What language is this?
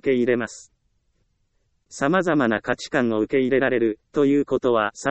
Japanese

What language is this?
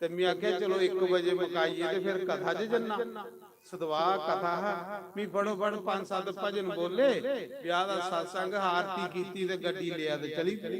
Dogri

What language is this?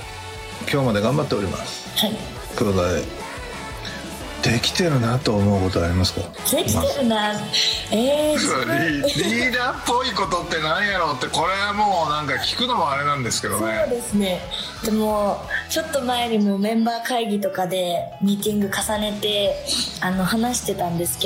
Japanese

